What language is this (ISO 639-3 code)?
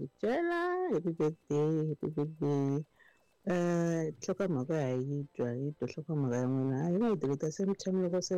tso